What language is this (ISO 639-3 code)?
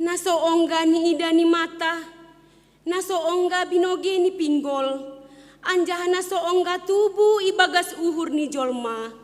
bts